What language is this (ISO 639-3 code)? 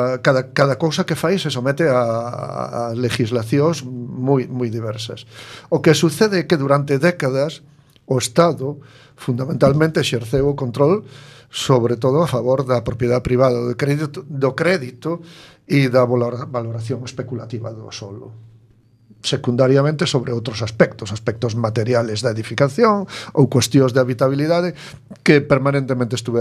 glg